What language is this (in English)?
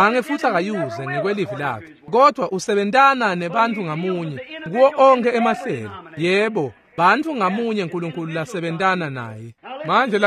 Swati